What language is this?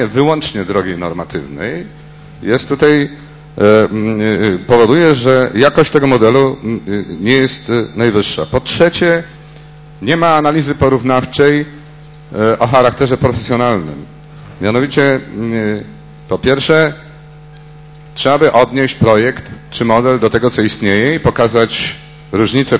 Polish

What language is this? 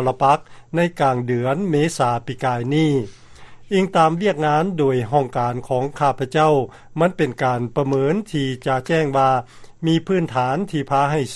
Lao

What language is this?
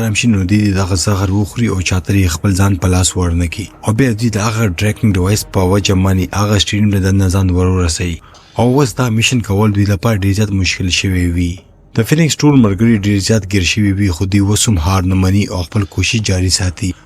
Pashto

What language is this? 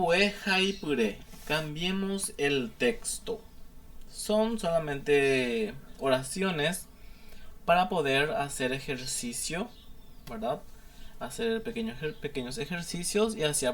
Guarani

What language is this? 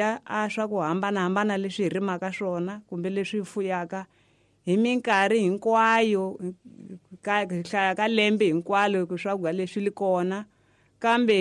Tsonga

